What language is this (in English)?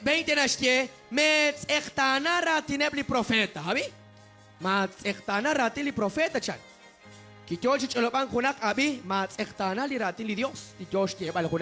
Kekchí